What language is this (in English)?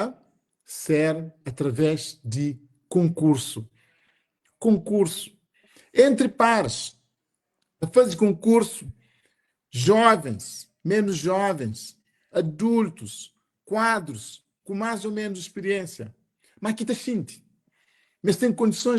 Kabuverdianu